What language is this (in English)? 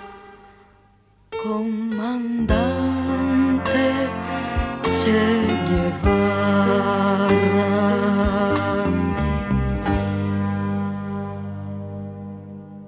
Greek